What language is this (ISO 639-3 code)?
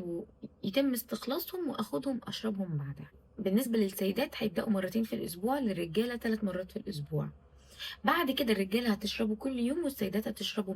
arz